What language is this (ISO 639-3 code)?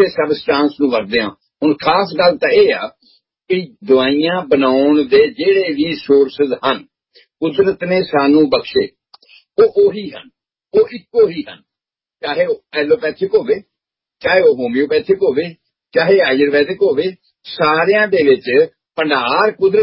pan